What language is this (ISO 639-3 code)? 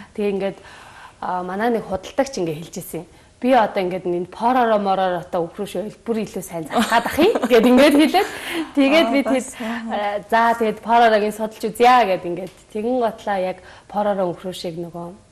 mon